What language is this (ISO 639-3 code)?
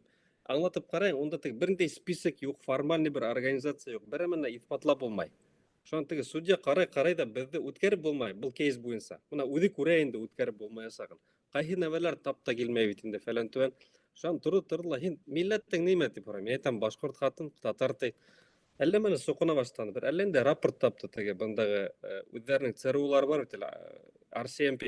bak